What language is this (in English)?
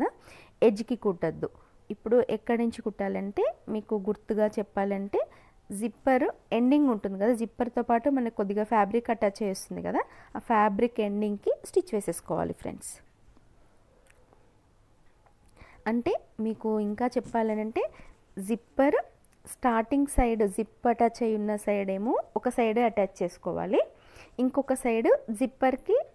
Telugu